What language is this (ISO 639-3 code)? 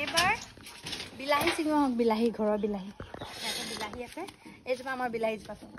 asm